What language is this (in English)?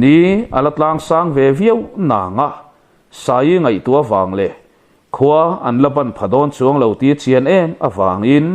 Mizo